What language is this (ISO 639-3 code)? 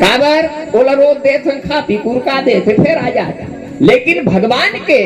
hne